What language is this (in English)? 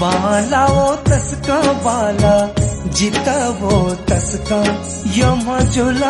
Newari